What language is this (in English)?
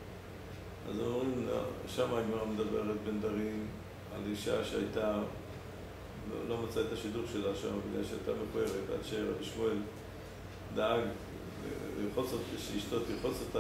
Hebrew